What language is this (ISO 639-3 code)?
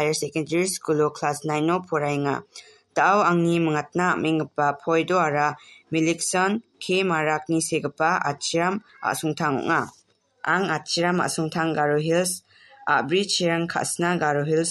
grt